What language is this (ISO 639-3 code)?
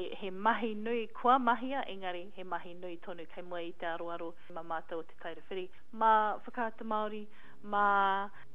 mri